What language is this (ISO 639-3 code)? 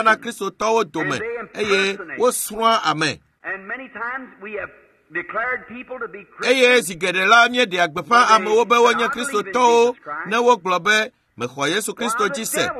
ewe